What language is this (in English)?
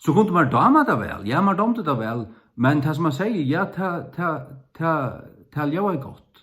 Faroese